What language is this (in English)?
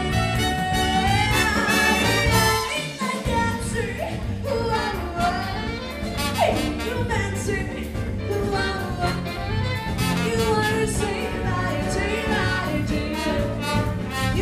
English